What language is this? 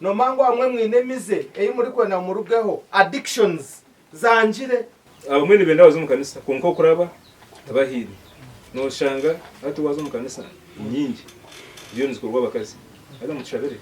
Nyankole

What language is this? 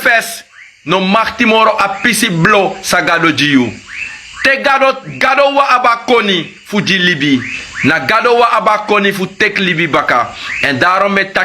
Sranan Tongo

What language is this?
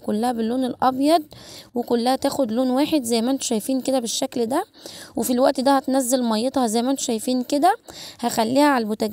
Egyptian Arabic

